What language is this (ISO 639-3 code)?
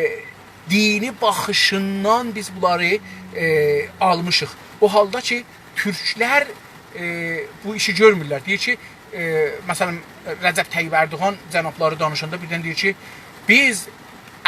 azb